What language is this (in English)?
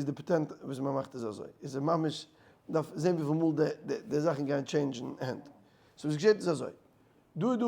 Yiddish